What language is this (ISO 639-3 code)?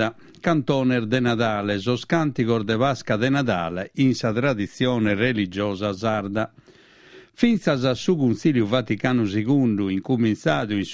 srd